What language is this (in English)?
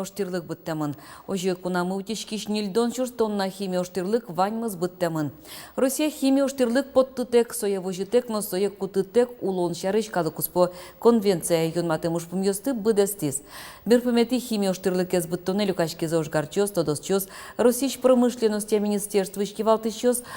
Udmurt